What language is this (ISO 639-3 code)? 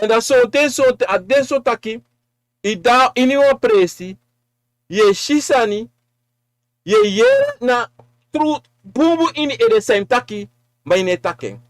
srn